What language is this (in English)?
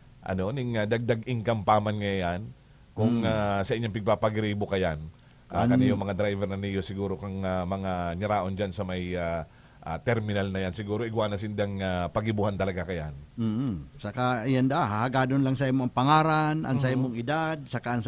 Bikol